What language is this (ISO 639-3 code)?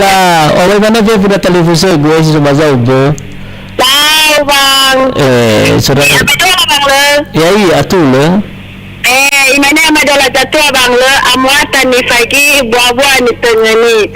nia